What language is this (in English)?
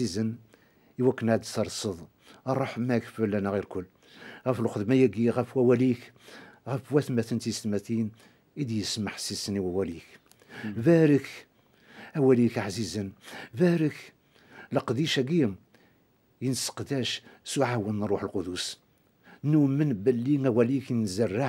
Kabyle